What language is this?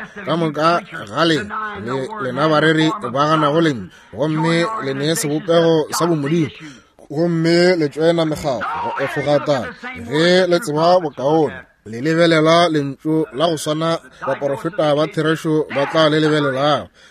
Northern Sotho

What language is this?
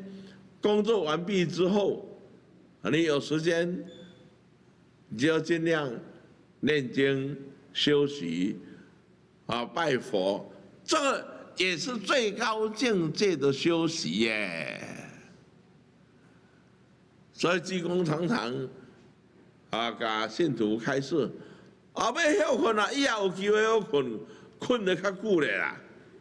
Chinese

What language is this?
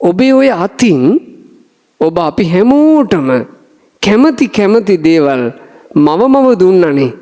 Sinhala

